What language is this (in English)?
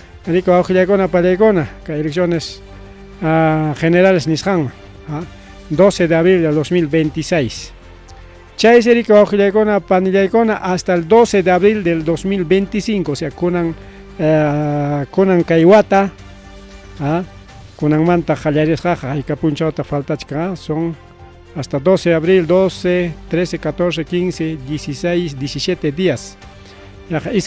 Ayacucho Quechua